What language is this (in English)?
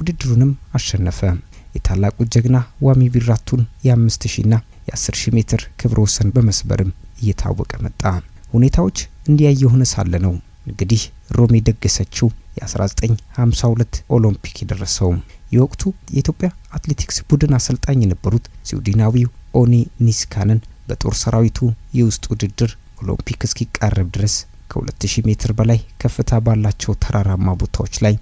Amharic